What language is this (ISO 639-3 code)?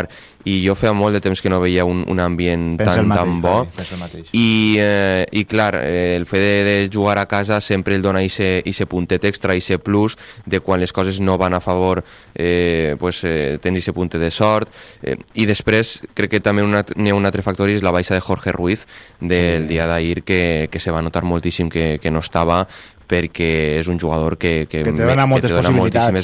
cat